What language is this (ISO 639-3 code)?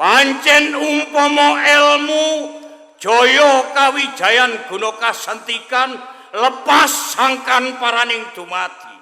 jav